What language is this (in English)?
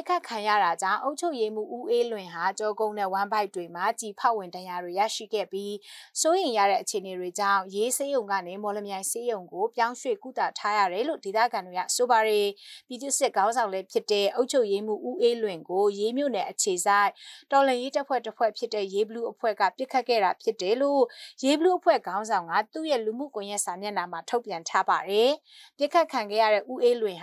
Burmese